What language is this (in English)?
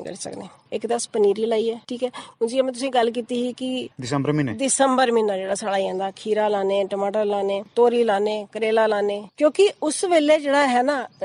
Dogri